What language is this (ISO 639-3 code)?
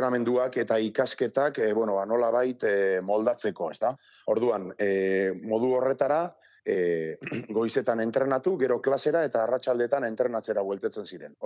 eus